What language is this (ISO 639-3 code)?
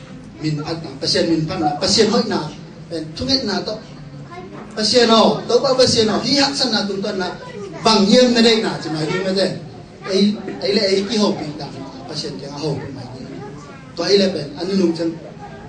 ctd